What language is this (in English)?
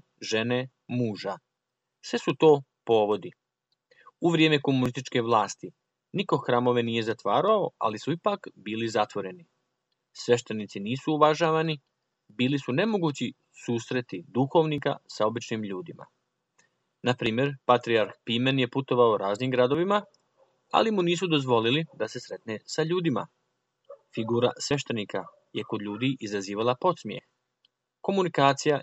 Serbian